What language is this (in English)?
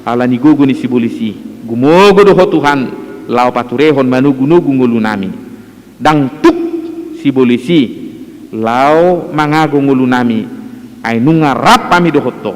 Batak Toba